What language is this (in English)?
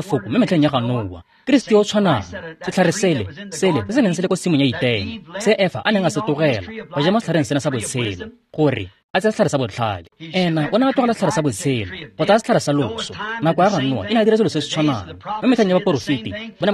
Tswana